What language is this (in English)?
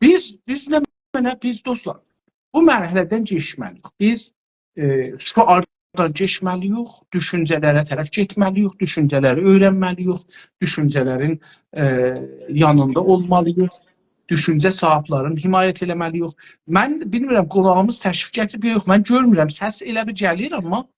South Azerbaijani